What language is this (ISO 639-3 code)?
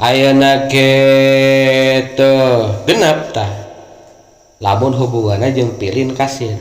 sun